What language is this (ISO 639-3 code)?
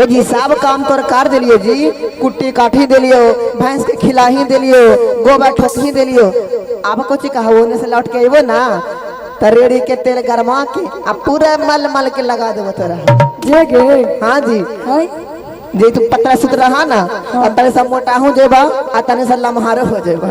mag